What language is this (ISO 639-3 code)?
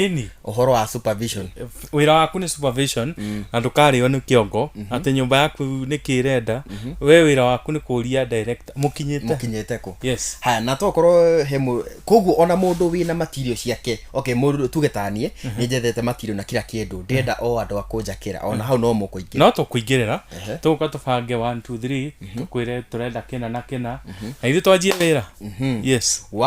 kik